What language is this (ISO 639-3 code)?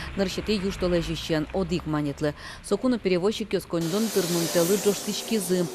udm